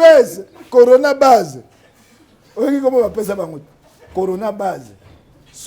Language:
Lingala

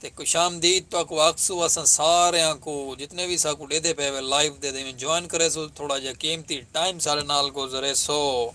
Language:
Saraiki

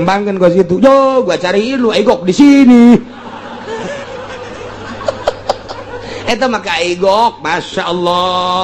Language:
Sundanese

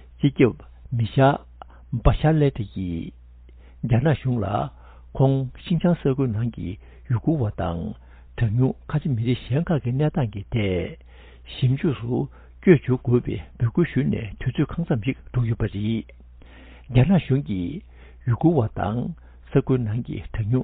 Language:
Tibetan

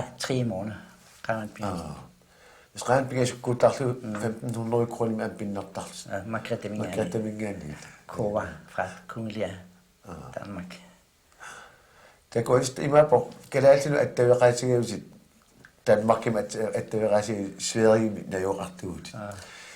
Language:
Kalaallisut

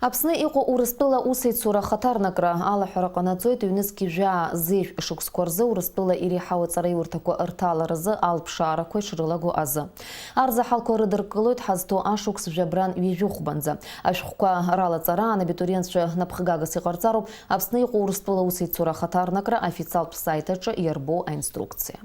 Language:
Abkhazian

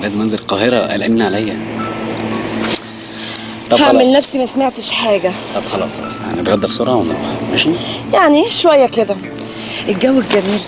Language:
Egyptian Arabic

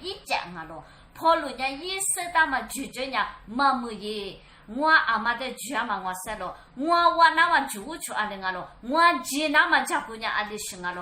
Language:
Lisu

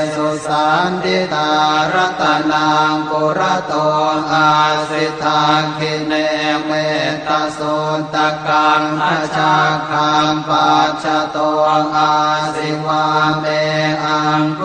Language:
Pali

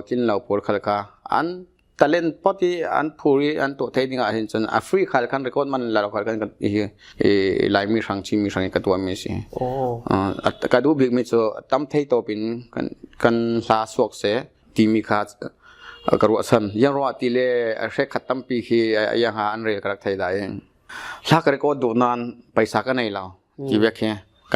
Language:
Falam Chin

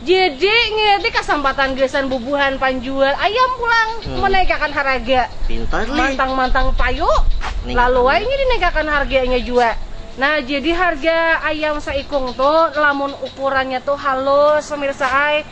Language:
Banjar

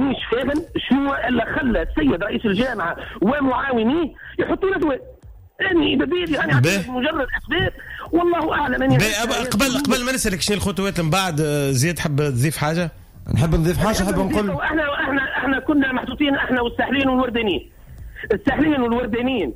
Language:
Tunisian Arabic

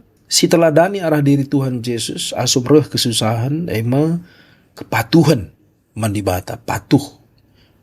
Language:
Batak Karo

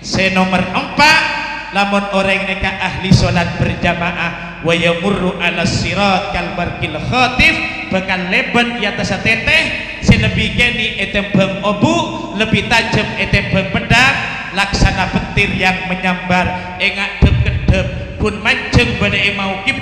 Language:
Madurese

